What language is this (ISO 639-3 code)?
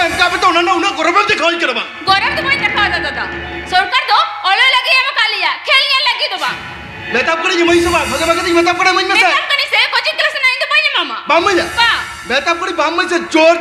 sat